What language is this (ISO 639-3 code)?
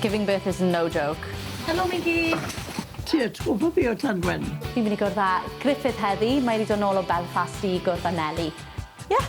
cym